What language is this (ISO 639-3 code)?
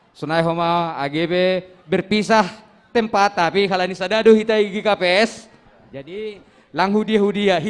bts